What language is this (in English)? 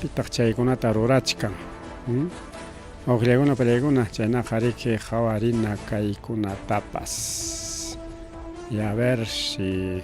Ayacucho Quechua